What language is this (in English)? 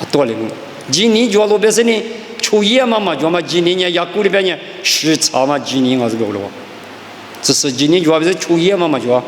Lisu